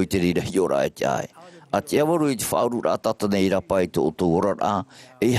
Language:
Tahitian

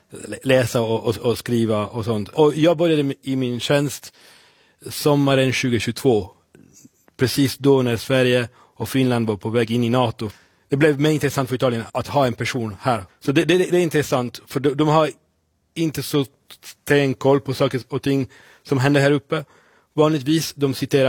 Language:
Swedish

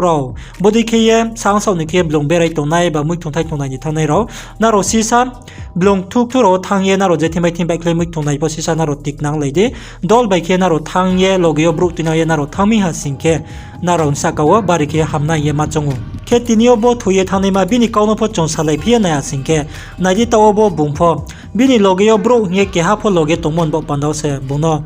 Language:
Riang (India)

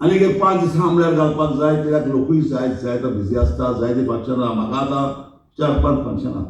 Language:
Konkani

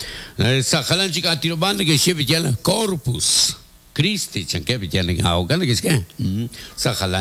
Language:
Kekchí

